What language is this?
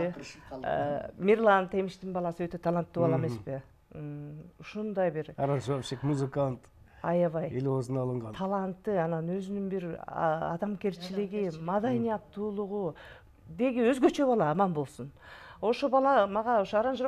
Kyrgyz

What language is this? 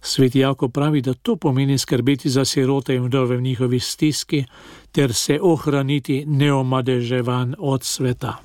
Slovenian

